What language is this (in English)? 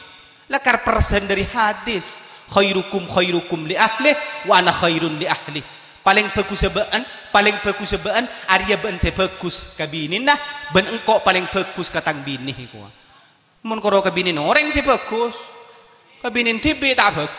Madurese